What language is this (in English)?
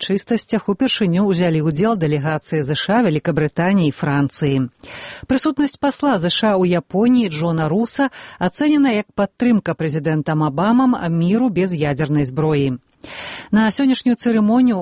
Belarusian